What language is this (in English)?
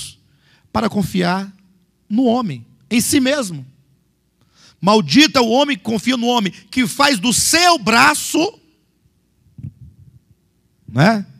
Portuguese